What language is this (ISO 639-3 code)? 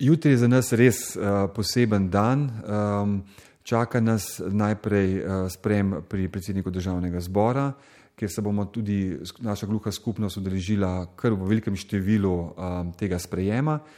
slv